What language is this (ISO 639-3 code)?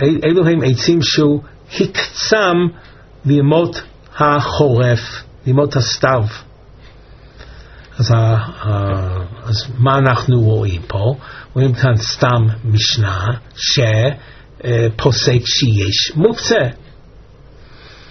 heb